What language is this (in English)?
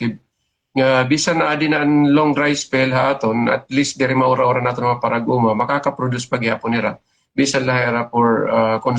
Waray